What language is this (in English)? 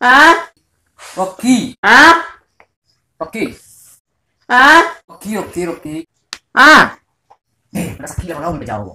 Minangkabau